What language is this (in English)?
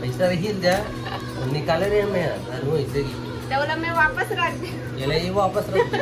Chhattisgarhi